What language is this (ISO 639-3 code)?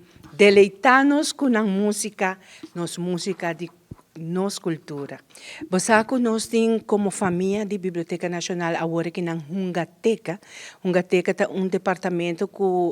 pap